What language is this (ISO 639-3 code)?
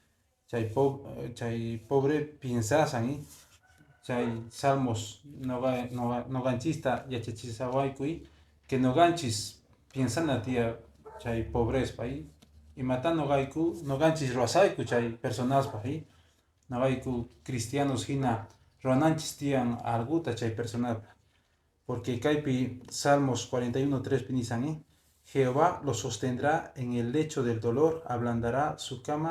que